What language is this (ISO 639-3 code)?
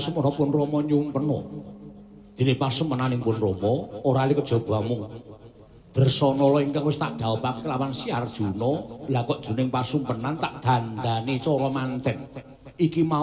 jav